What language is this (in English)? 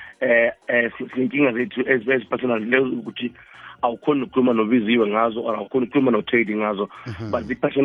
South Ndebele